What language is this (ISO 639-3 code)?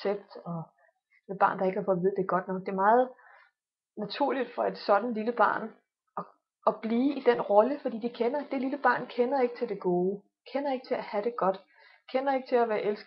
dan